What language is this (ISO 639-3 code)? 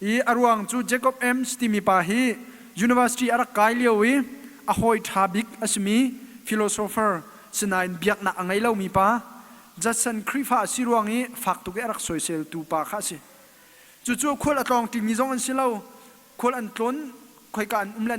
cnh